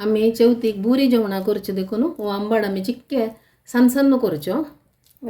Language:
Konkani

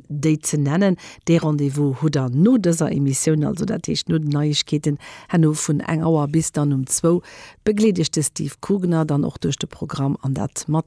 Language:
Luxembourgish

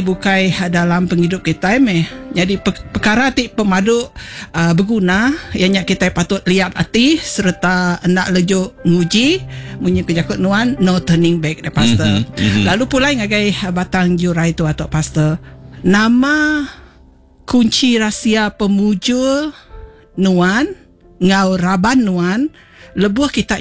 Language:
Iban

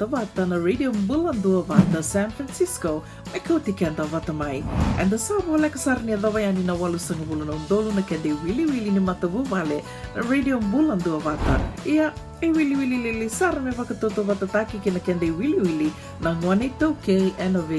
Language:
Fijian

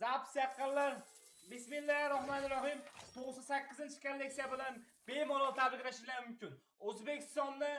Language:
Uzbek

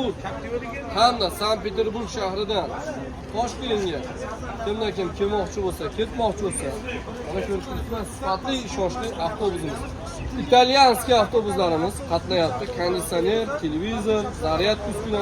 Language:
Uzbek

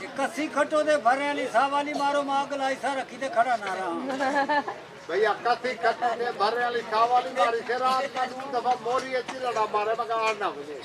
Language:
Saraiki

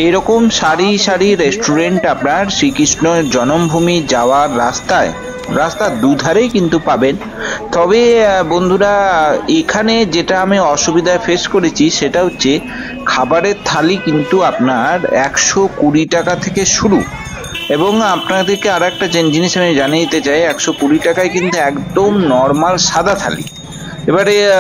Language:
Bangla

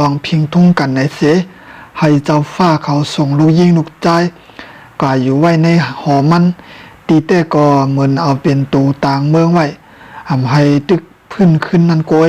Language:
Shan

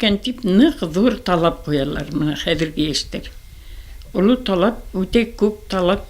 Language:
Bashkir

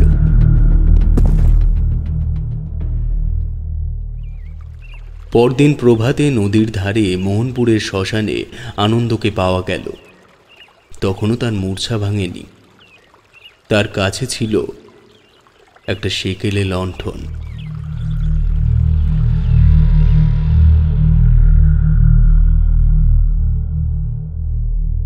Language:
Bangla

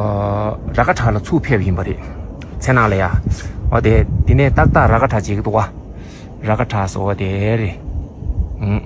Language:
Tibetan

